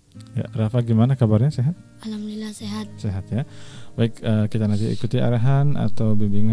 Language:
Indonesian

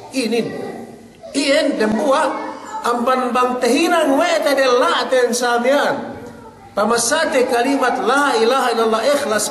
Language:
Yakan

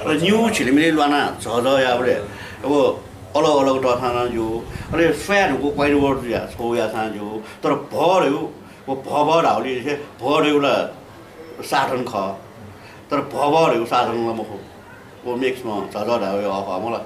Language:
Newari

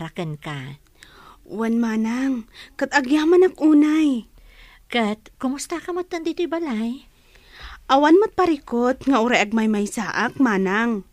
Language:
Iloko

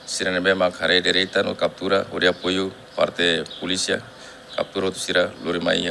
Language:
Tetum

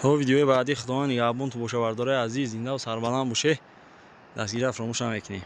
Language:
Tajik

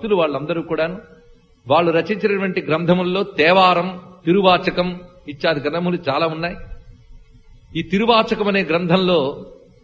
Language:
Telugu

